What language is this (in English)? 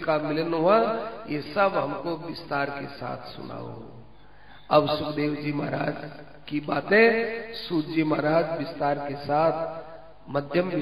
Hindi